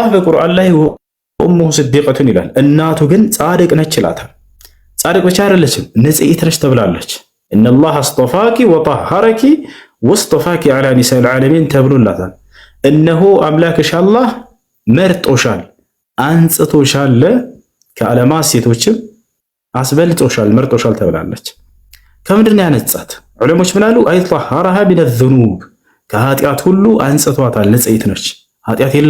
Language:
Amharic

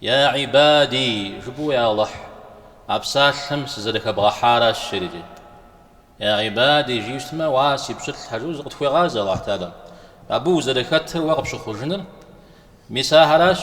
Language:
Kabardian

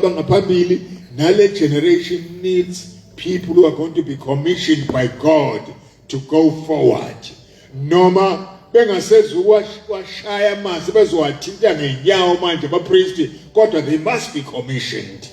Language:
Zulu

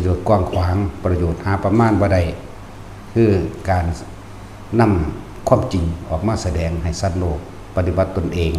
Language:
Northeastern Thai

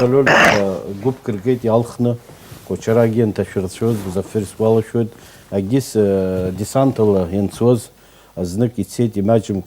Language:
Abkhazian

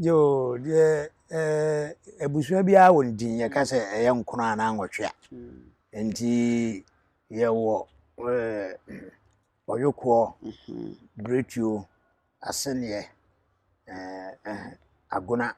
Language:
Akan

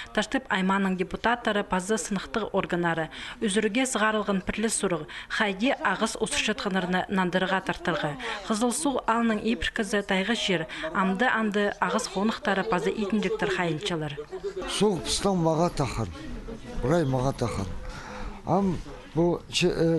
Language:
Khakas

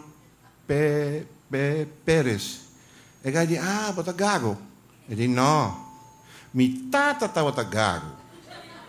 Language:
Papiamento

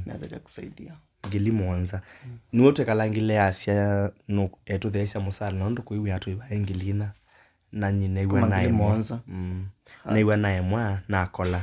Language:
Kamba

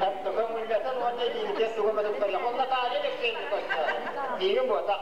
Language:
Yakut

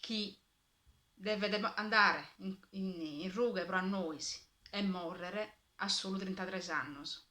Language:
Sardinian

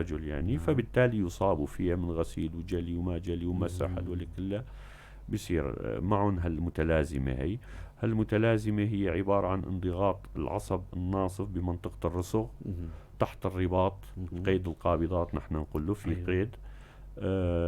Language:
North Levantine Arabic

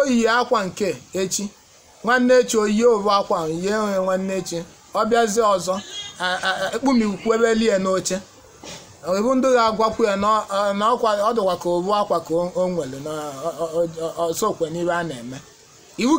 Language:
Igbo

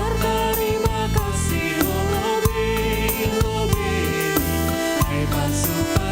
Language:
Batak Simalungun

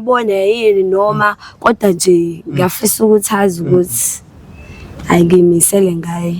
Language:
Zulu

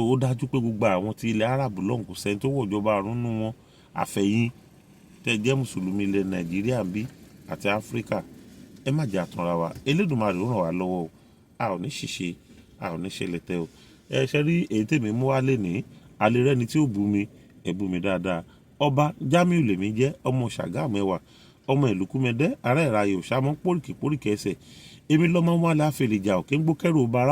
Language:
Yoruba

